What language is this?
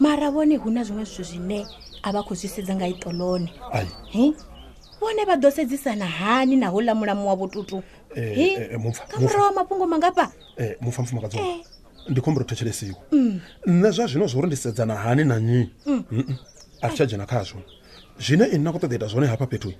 Venda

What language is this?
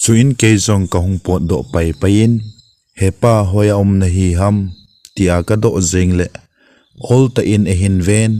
Thado Chin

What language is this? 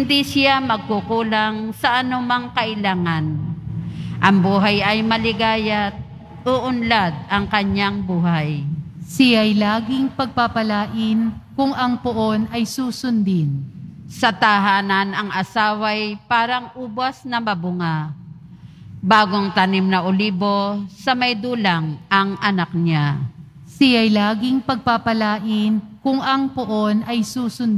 Filipino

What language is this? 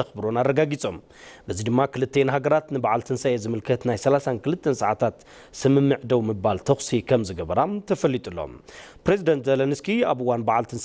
Tigrinya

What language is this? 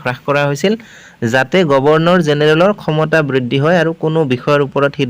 Assamese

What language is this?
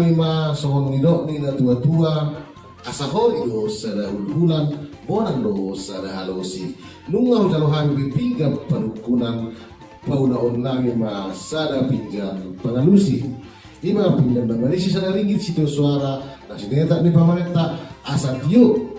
Batak Toba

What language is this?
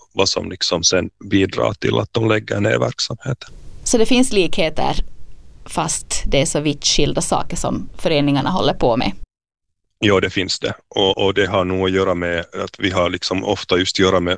Swedish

